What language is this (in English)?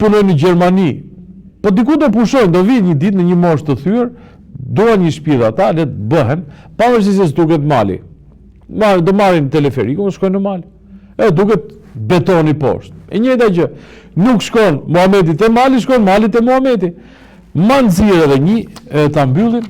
Albanian